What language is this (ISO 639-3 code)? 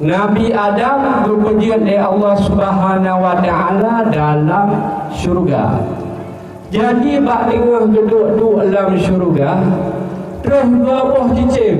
ace